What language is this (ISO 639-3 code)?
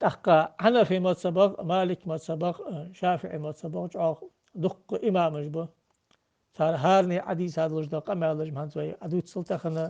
inh